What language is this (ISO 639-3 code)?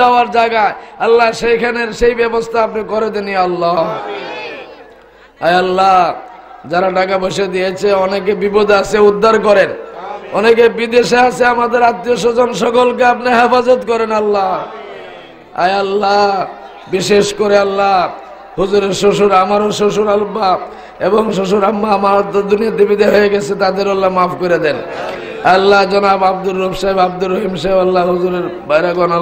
ben